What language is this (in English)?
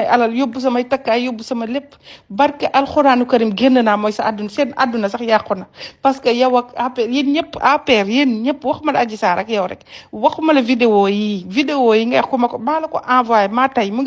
Wolof